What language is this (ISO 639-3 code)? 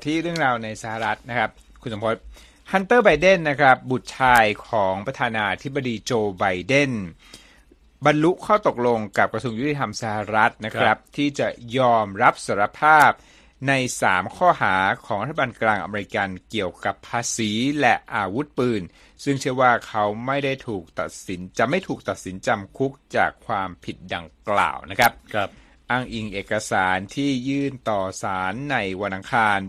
tha